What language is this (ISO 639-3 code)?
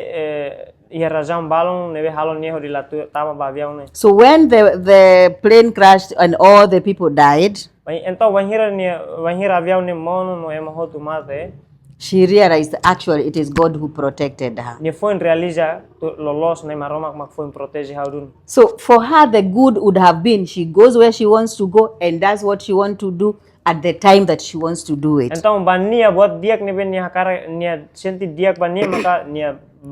tet